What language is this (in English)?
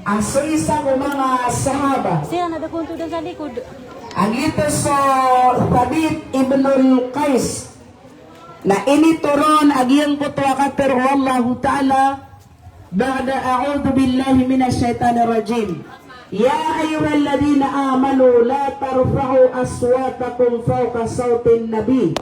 Maranao